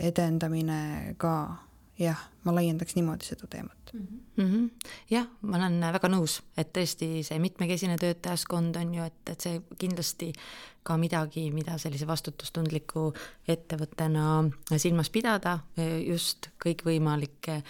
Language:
Estonian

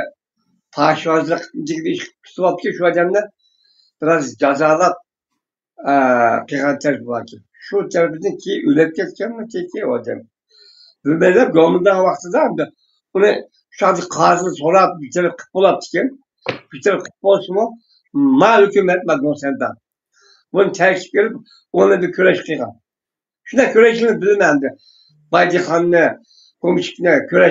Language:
Uyghur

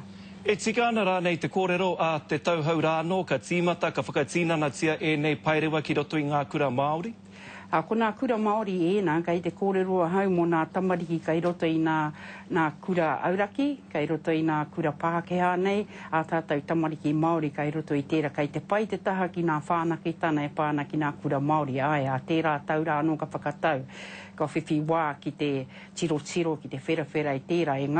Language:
Māori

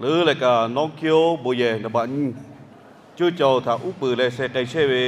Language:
Lahu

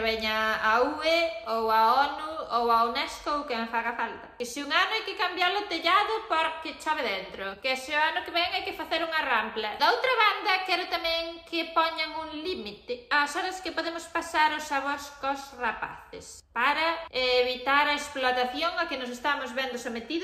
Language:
Galician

